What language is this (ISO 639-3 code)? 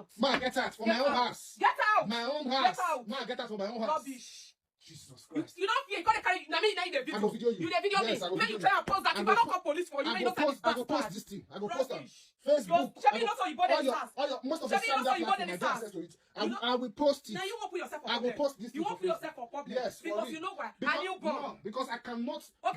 pcm